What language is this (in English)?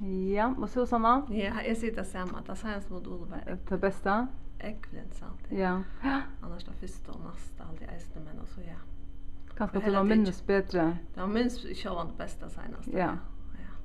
Faroese